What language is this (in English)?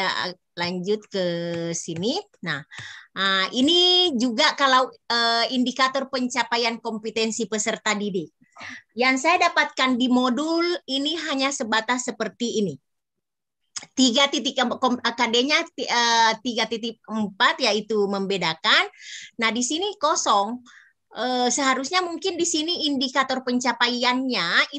Indonesian